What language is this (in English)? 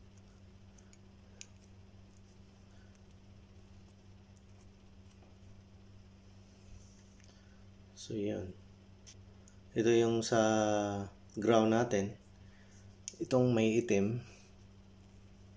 Filipino